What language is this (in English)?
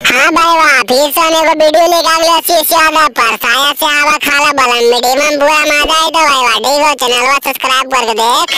Magahi